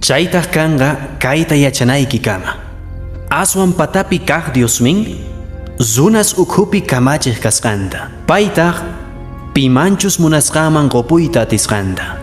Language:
Quechua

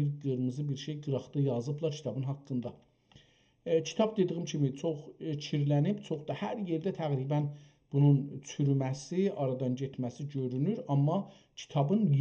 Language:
South Azerbaijani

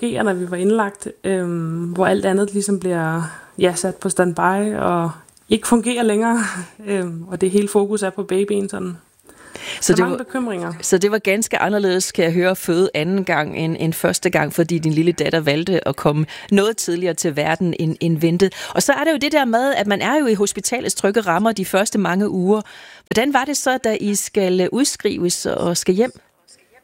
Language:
Danish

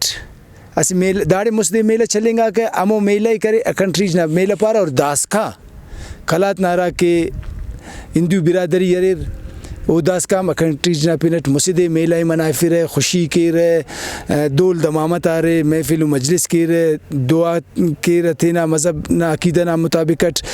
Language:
Brahui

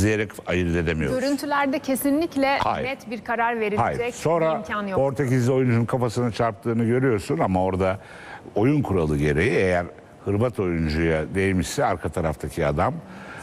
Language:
Turkish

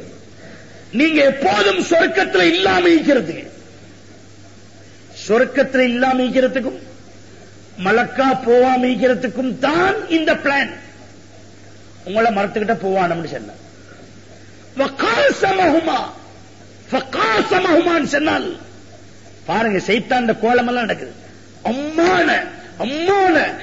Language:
Tamil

